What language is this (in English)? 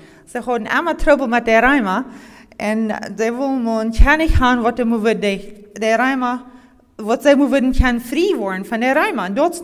Plautdietsch